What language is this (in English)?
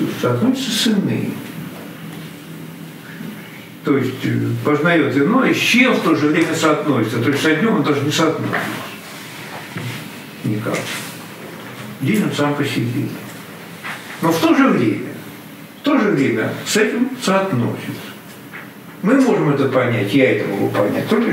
Russian